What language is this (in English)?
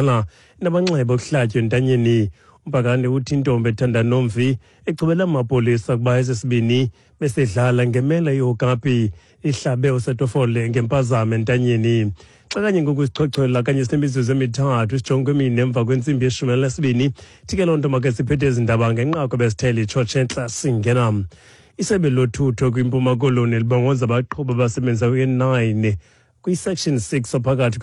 Xhosa